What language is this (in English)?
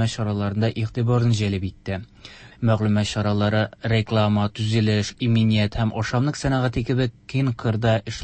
Tatar